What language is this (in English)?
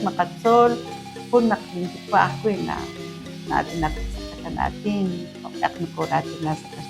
Kekchí